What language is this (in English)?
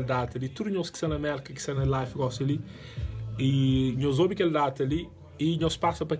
Kabuverdianu